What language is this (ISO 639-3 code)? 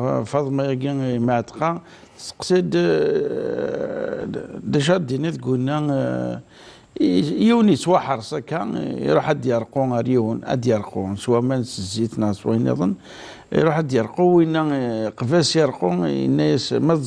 kab